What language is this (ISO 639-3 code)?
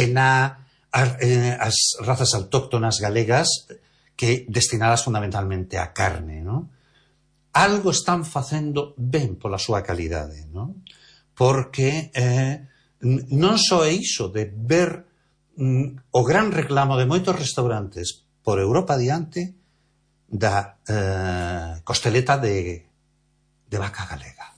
glg